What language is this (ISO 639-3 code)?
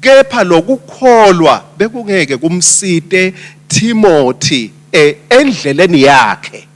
ssw